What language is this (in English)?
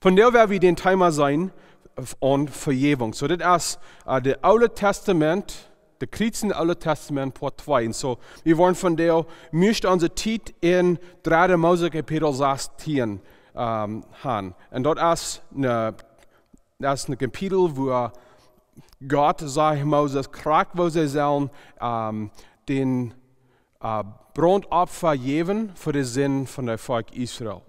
Plautdietsch